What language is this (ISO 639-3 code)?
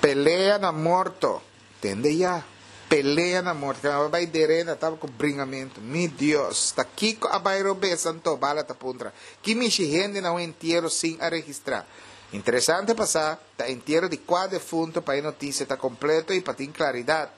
pap